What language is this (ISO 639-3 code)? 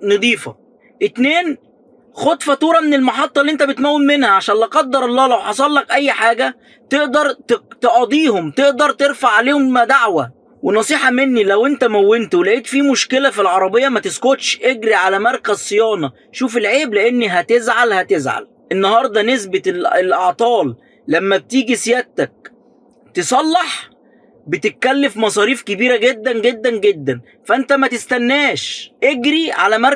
arz